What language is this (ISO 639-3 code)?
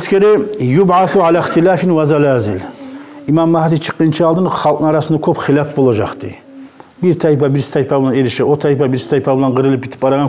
kum